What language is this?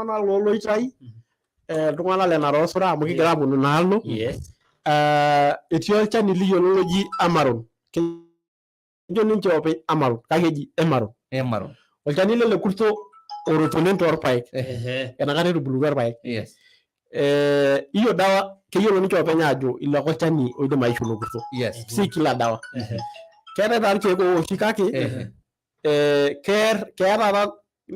Masai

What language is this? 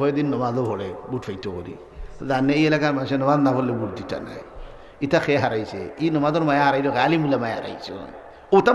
Sylheti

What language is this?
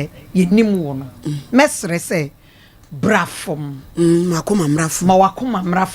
Akan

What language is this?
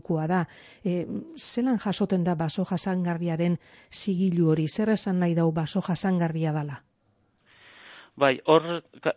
Basque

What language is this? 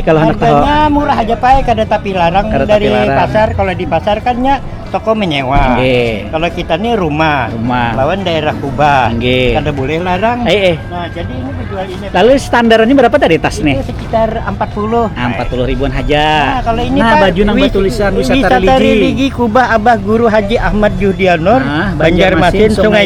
Banjar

